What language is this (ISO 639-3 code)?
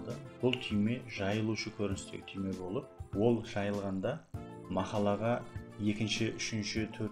kaa